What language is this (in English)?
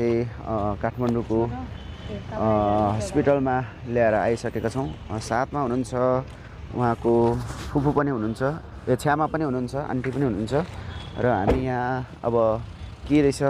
Nepali